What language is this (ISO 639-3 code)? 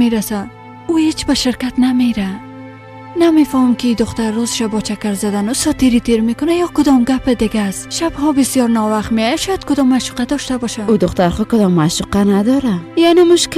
fas